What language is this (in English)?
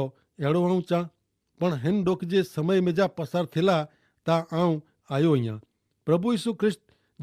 Kachhi